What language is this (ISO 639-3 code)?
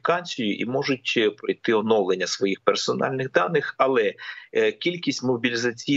ukr